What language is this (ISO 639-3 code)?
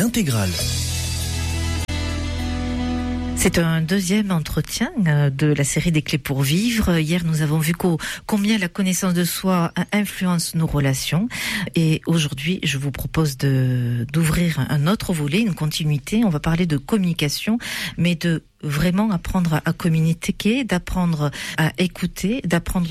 fra